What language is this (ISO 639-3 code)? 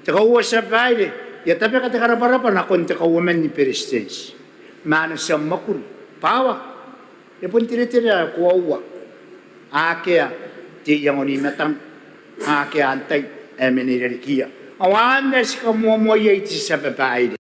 gil